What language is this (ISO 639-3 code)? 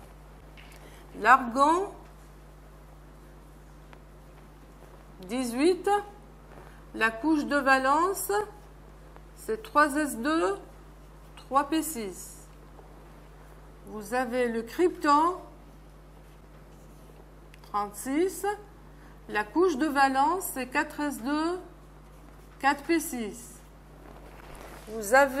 fra